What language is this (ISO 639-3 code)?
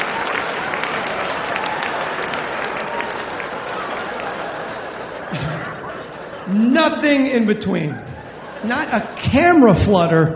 eng